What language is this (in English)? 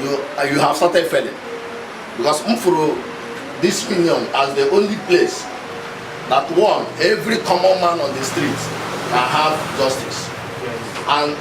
Igbo